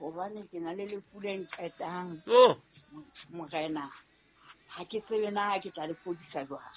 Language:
Southern Sotho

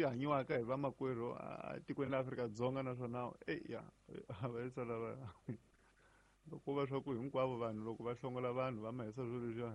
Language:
Tsonga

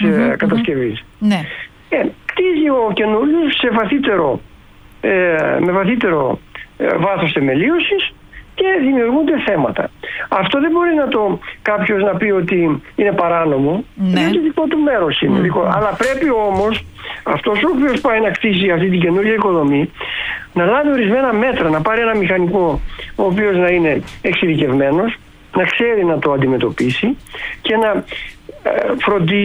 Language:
Greek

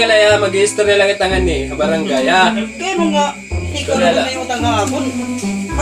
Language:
Waray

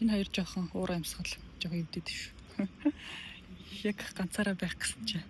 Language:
Mongolian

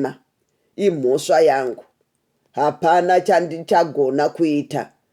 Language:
Shona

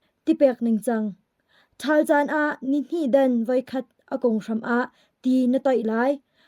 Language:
Hakha Chin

